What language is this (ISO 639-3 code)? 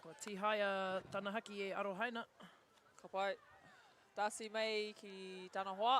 mri